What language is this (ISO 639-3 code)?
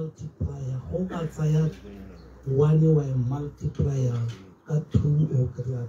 tsn